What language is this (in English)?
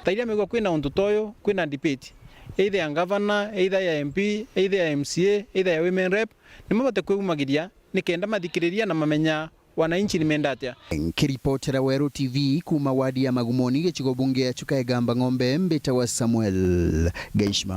Meru